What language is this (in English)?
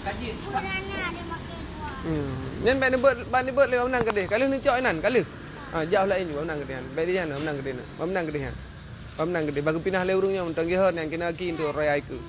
Achinese